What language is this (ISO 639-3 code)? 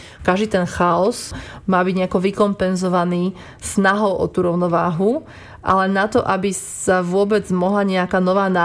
slk